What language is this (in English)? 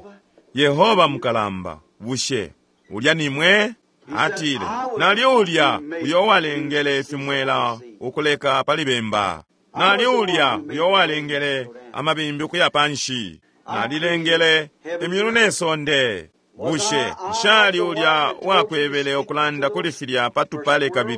Bemba